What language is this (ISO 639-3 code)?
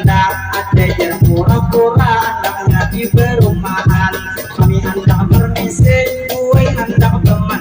bjn